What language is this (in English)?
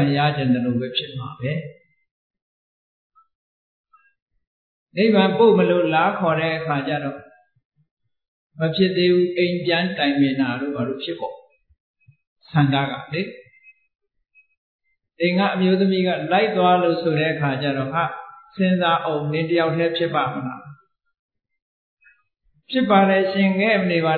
Burmese